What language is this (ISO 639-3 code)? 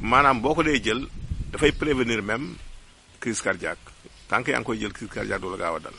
wol